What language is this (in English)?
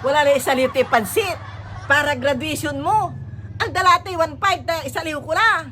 Pangasinan